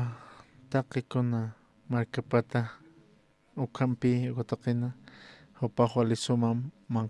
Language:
Aymara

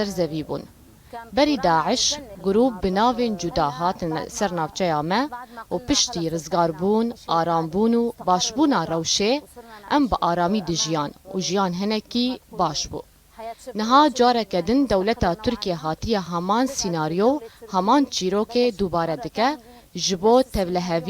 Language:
Kurdish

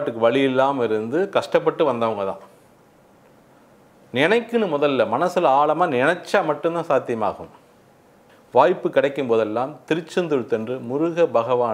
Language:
Tamil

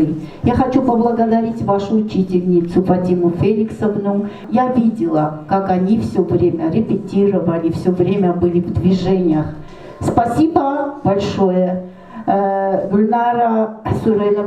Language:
Ossetic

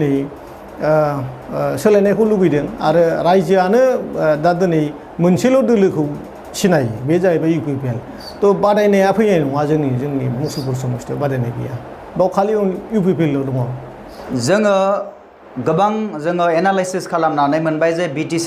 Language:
Bodo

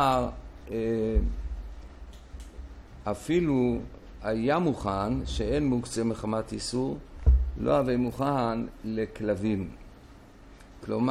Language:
Hebrew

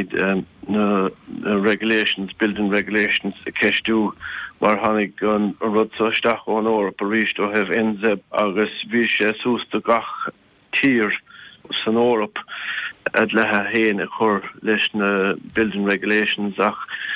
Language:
Irish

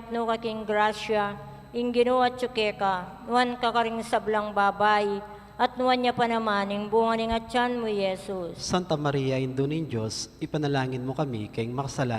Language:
Pampanga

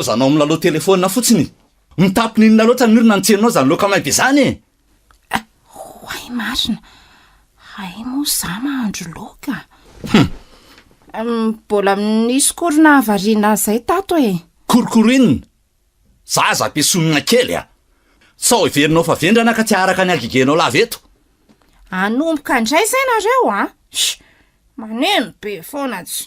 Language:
Malagasy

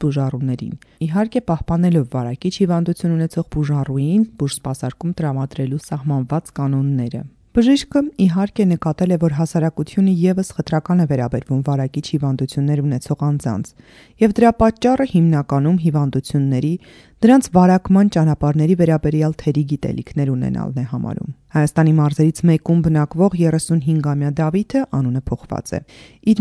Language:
Armenian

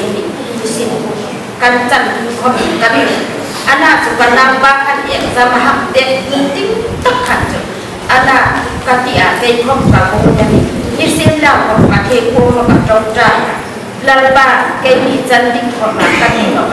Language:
Hmar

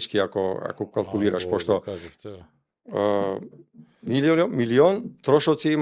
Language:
Macedonian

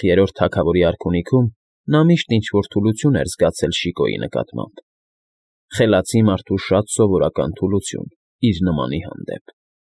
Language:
Armenian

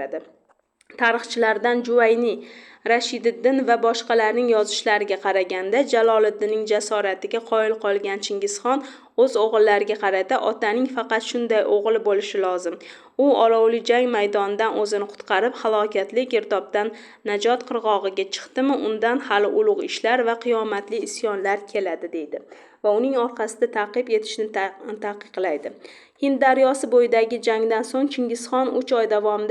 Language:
Uzbek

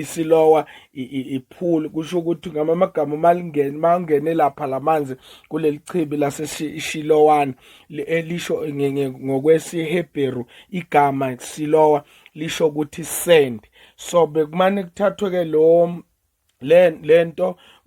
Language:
Zulu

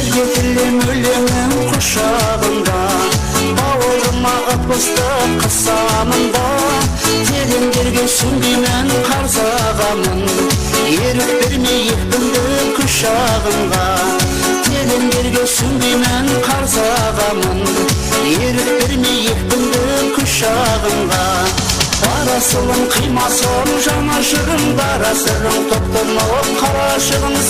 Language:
Kara-Kalpak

